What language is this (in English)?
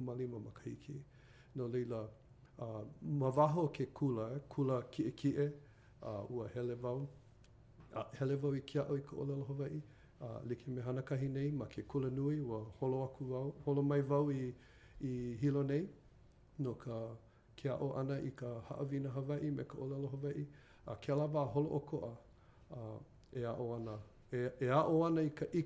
Hawaiian